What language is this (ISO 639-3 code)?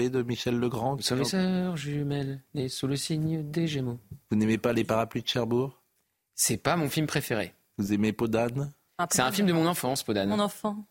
fra